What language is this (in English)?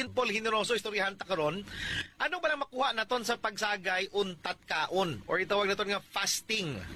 Hiligaynon